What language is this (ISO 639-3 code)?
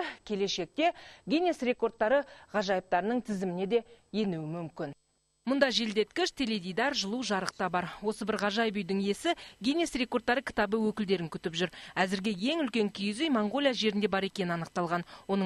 kaz